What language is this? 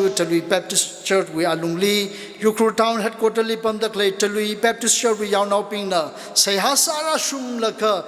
Tangkhul Naga (India)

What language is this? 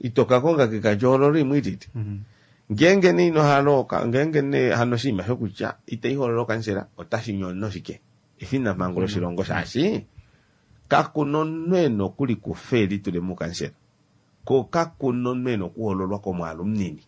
Kuanyama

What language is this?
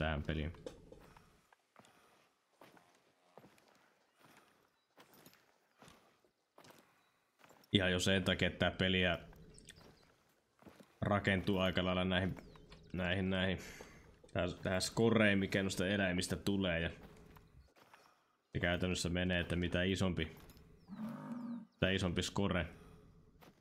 Finnish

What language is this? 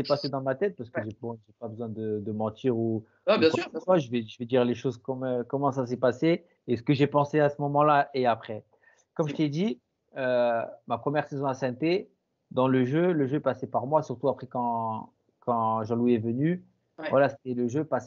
French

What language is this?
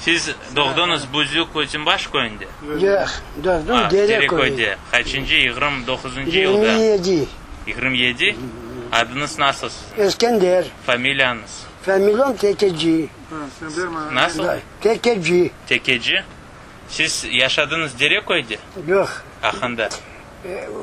Crimean Tatar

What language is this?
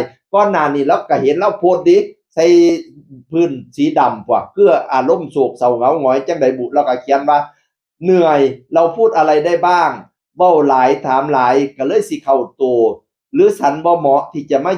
Northeastern Thai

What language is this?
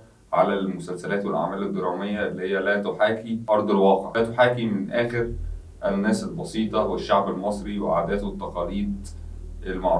Egyptian Arabic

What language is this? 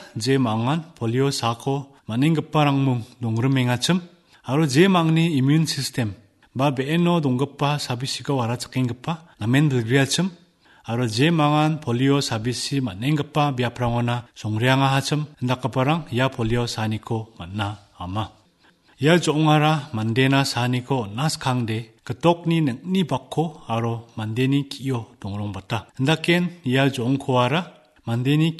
Garo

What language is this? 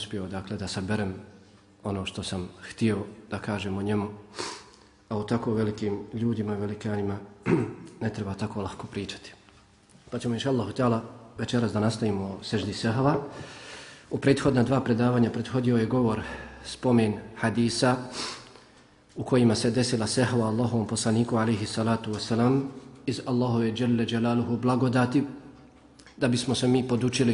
Bosnian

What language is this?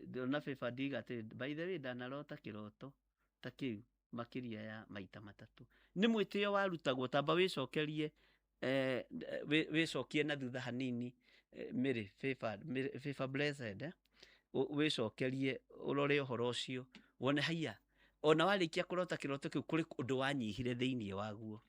Kikuyu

